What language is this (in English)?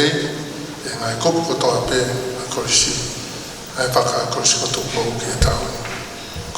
Tongan